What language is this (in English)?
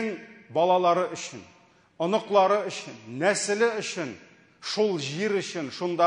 Tatar